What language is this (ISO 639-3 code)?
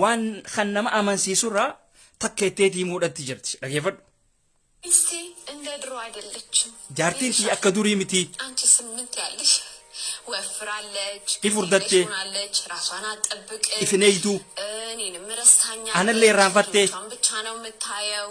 orm